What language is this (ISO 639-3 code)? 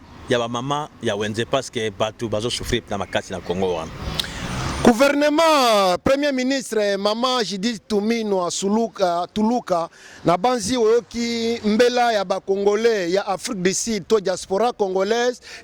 lin